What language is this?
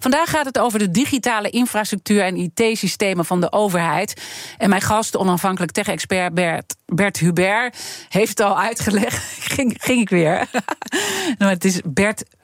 Dutch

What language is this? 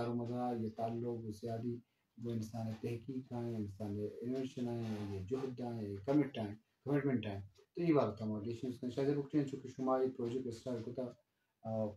Eastern Balochi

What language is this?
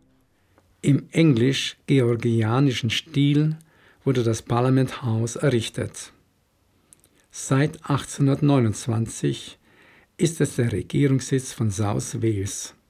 German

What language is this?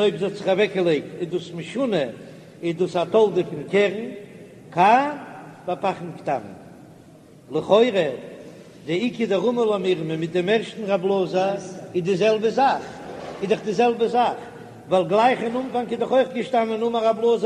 Yiddish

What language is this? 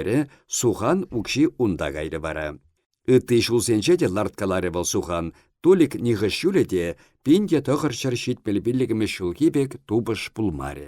Chuvash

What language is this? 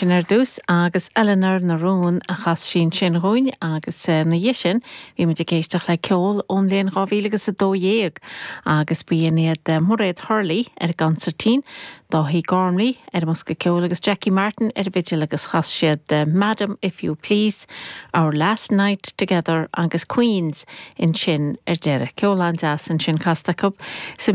Irish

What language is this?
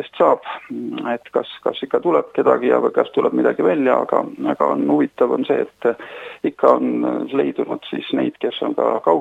Estonian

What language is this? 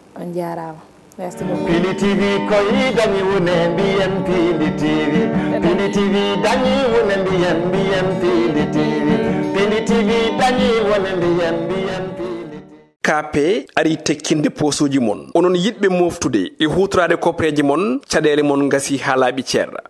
Fula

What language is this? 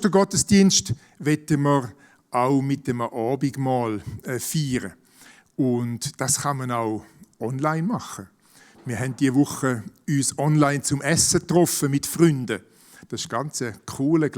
Swiss German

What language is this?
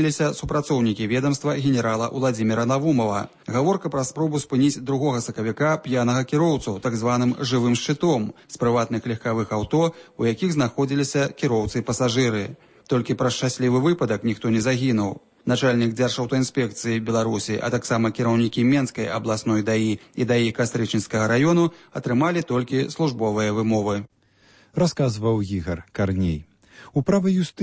Belarusian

